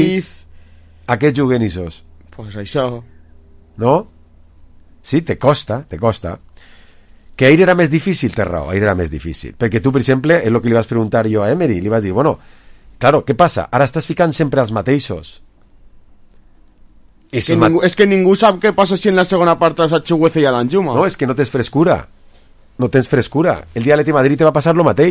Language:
Catalan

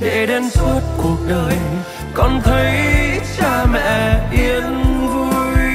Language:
Central Mnong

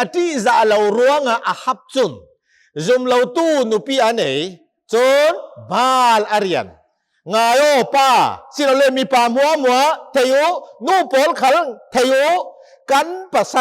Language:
Hakha Chin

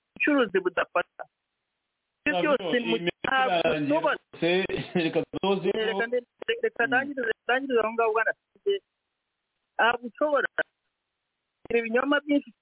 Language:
Kinyarwanda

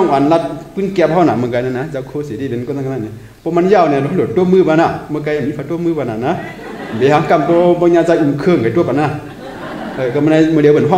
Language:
Shan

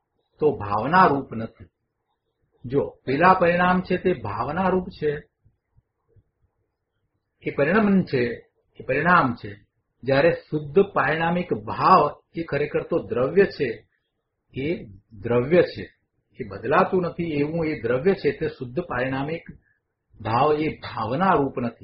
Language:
Gujarati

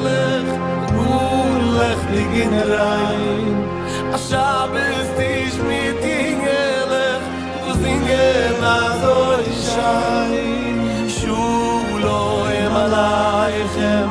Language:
Yiddish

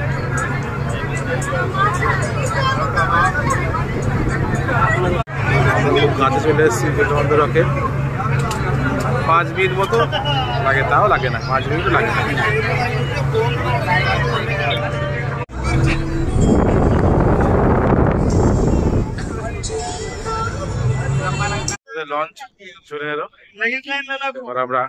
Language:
Bangla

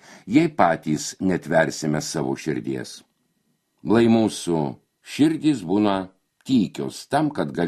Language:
Lithuanian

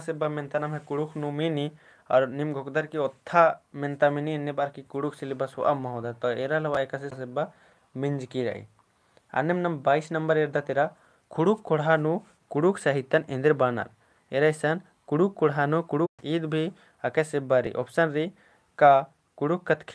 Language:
Kurukh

